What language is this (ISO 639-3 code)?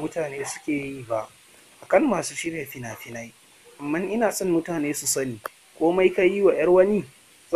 hau